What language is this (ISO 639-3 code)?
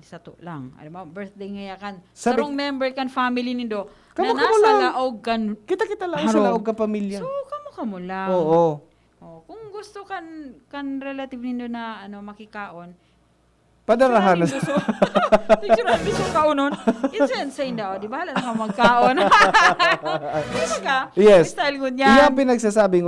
bik